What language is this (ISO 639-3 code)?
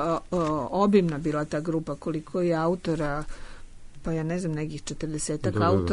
srp